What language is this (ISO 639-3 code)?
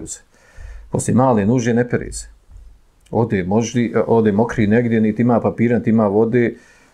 bos